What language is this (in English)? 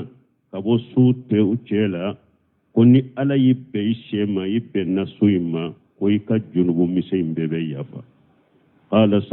Bambara